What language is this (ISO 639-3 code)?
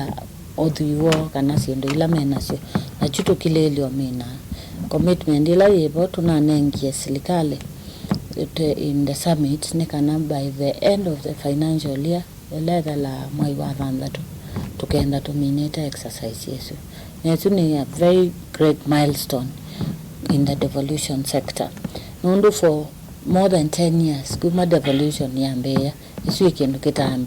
kam